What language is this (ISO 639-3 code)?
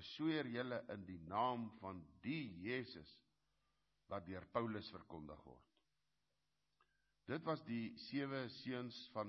afr